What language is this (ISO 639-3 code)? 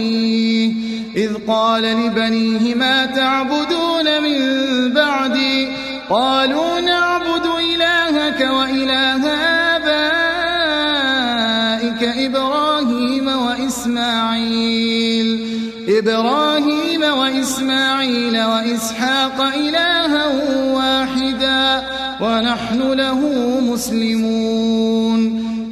ara